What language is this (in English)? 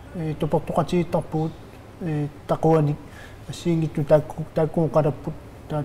Kalaallisut